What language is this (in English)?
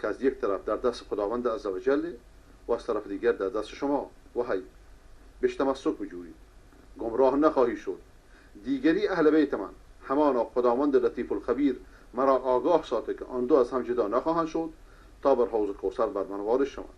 Persian